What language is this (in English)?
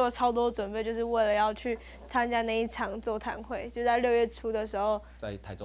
Chinese